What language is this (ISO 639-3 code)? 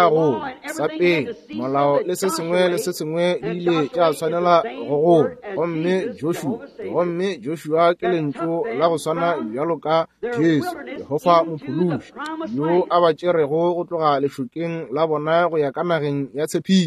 nso